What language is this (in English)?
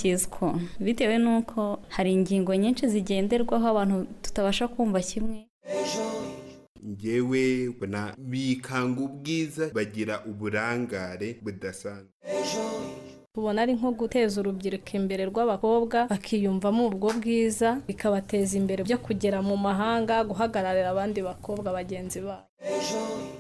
Kinyarwanda